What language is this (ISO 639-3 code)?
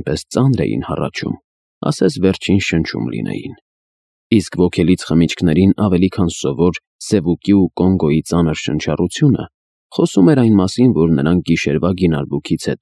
hye